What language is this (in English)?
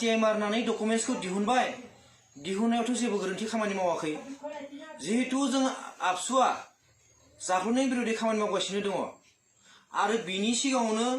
Bodo